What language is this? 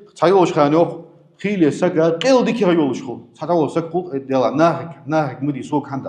Ingush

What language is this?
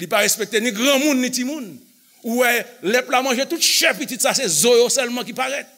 Haitian Creole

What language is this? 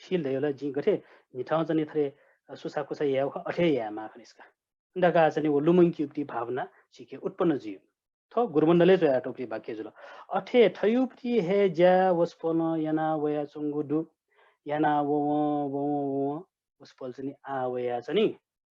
Newari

